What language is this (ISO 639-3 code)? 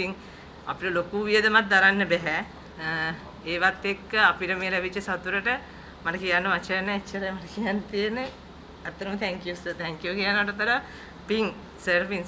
sin